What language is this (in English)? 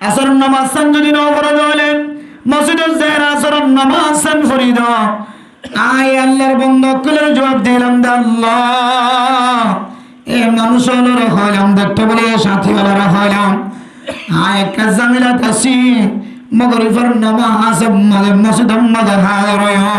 Rohingya